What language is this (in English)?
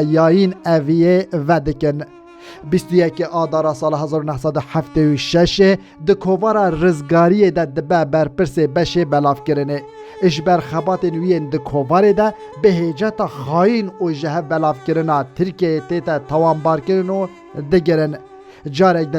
Kurdish